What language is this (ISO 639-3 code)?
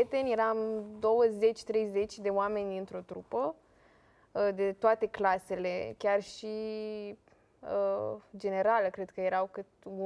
ron